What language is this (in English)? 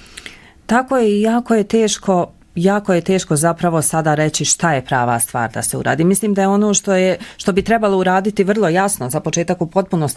Bosnian